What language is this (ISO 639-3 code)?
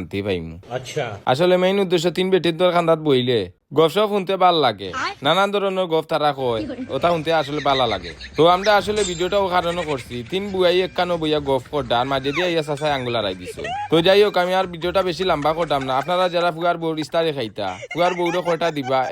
syl